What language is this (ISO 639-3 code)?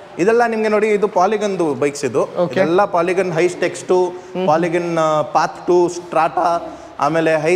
kan